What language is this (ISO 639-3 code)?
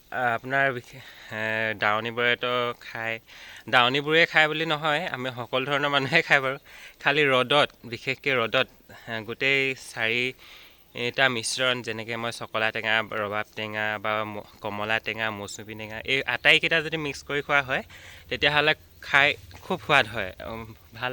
asm